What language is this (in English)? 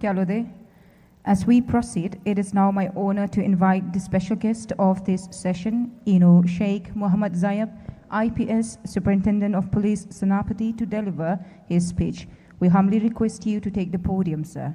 Poumei Naga